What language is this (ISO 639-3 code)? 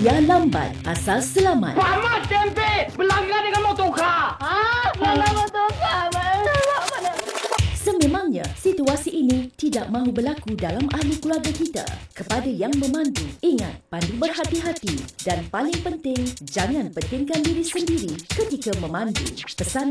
msa